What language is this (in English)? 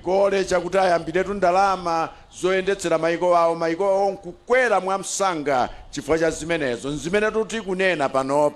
Nyanja